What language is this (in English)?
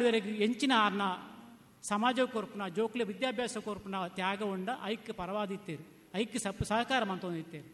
Tulu